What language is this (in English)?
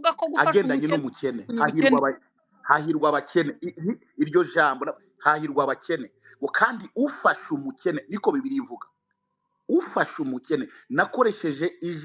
Kinyarwanda